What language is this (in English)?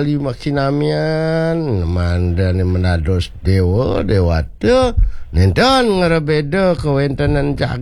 Balinese